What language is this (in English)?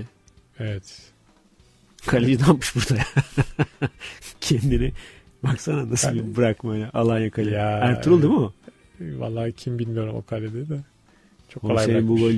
Turkish